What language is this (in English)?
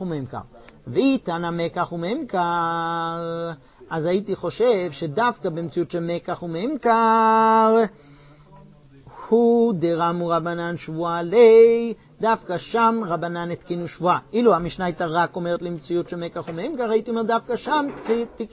Hebrew